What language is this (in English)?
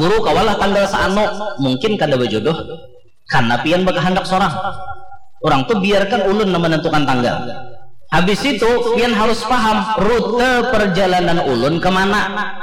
Banjar